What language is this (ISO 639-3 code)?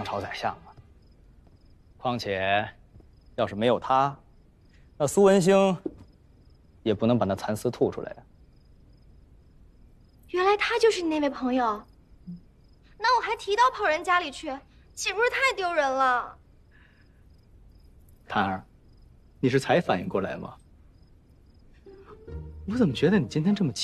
zho